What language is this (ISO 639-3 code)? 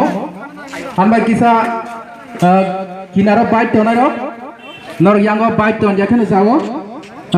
trp